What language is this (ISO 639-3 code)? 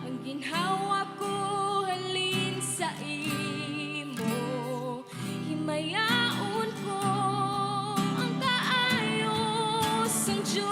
hil